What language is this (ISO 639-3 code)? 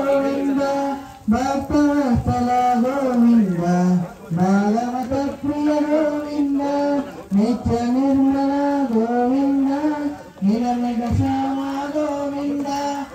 tel